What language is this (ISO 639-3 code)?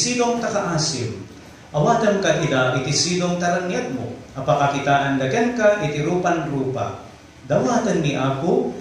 ilo